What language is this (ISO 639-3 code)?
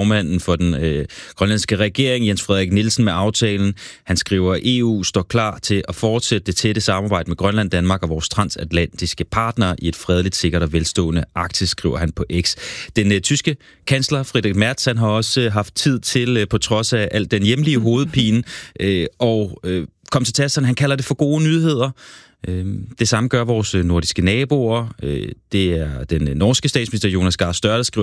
dan